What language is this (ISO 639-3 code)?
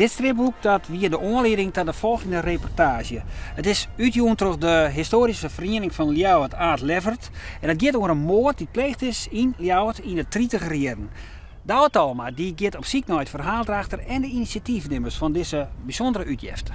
fry